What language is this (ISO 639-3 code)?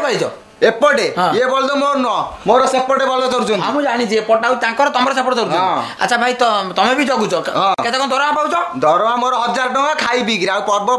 ori